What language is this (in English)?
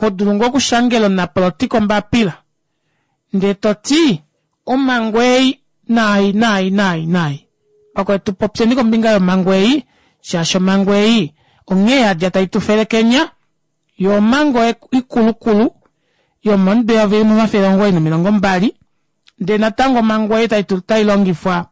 Kuanyama